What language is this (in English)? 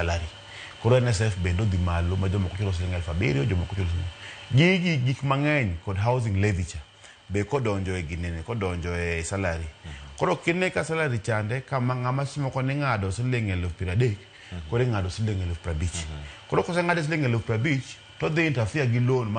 Luo (Kenya and Tanzania)